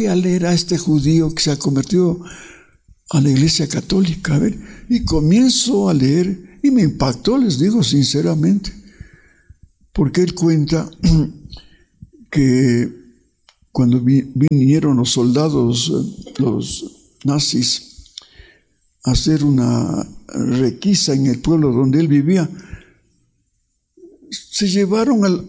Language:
Spanish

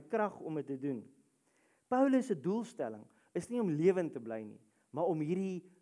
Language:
Afrikaans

